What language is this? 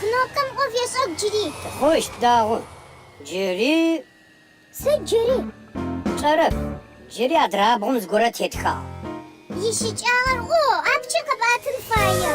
Adyghe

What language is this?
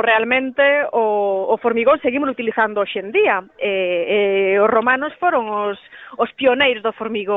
Galician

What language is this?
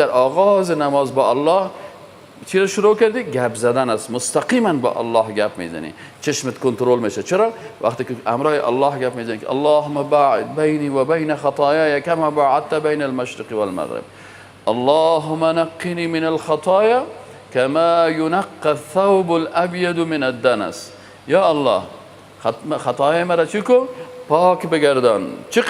Persian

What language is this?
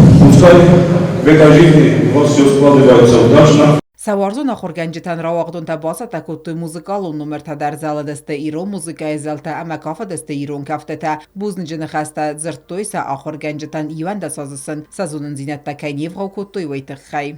Ossetic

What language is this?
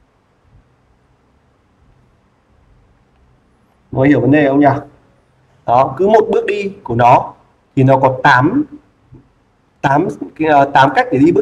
Vietnamese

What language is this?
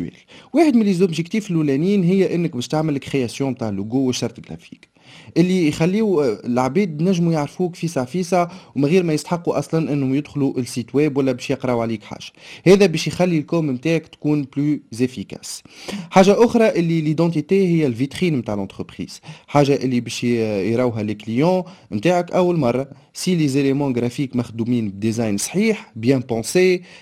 Tunisian Arabic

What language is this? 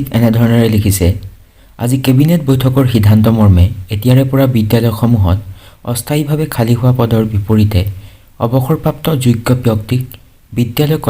Assamese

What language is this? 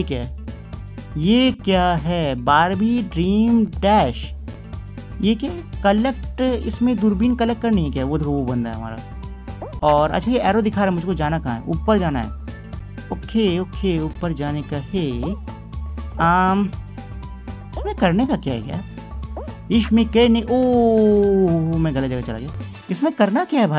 Hindi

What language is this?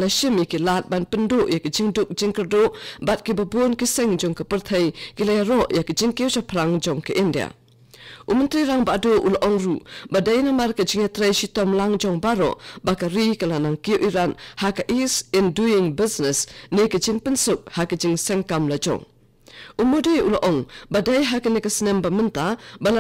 Khasi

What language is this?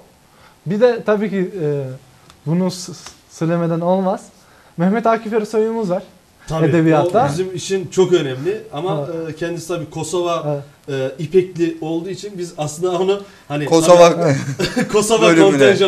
Turkish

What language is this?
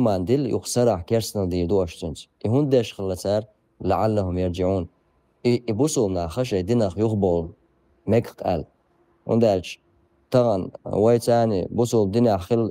Chechen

